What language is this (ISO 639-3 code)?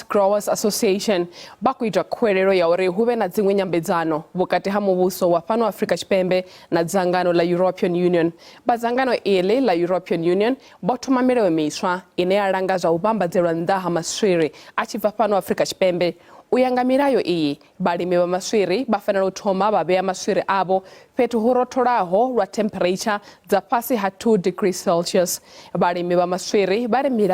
ven